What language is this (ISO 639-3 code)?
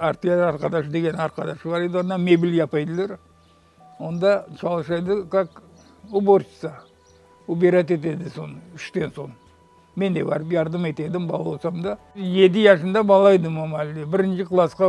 crh